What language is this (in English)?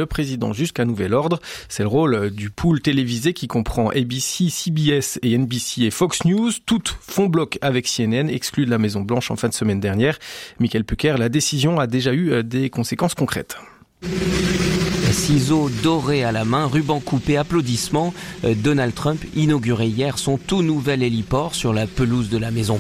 French